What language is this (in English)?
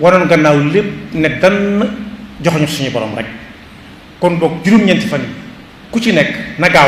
Wolof